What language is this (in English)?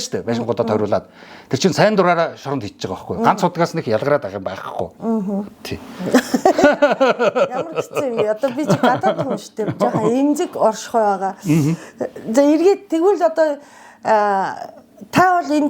Mongolian